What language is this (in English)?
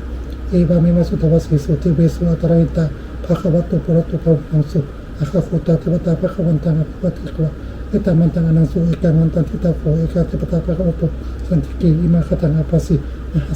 Pali